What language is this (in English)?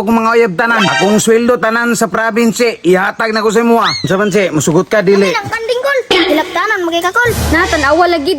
Cebuano